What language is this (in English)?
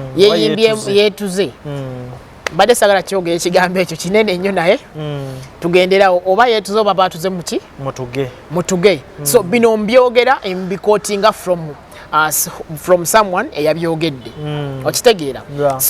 Ganda